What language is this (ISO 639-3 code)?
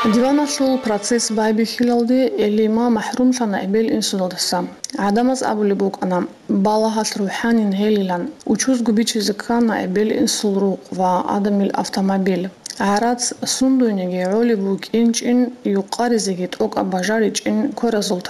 ava